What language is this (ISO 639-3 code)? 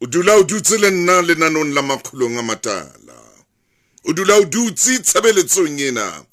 sot